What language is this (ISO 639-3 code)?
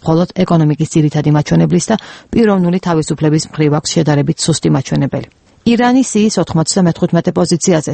kat